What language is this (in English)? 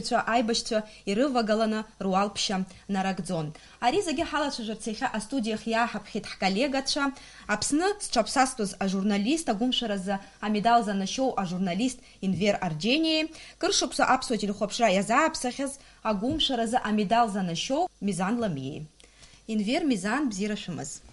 Abkhazian